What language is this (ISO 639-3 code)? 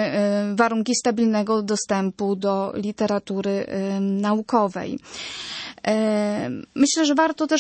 pol